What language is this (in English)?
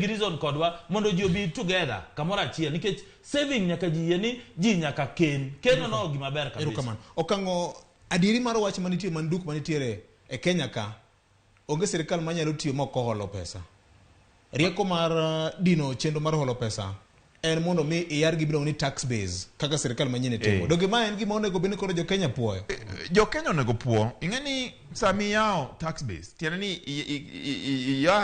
Luo (Kenya and Tanzania)